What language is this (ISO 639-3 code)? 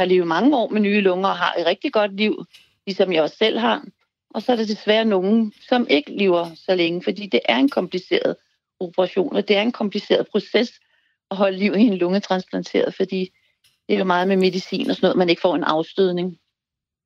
dan